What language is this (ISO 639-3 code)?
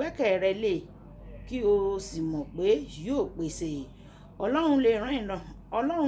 yor